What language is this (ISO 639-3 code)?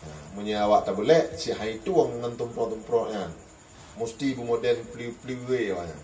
ace